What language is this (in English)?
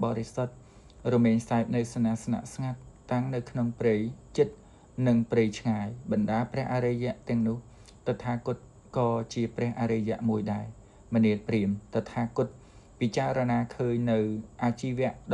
Khmer